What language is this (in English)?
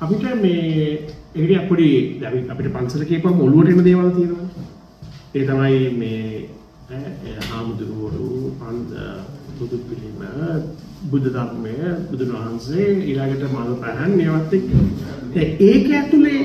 Sinhala